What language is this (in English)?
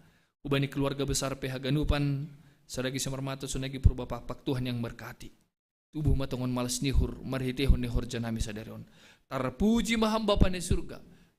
Batak Simalungun